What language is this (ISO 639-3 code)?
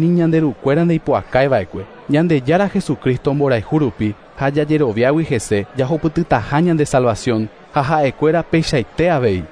grn